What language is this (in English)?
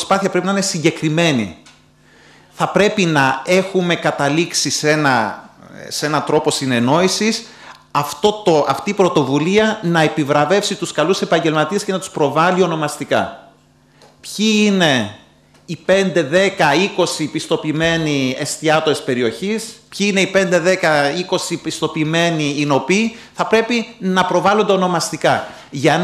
Greek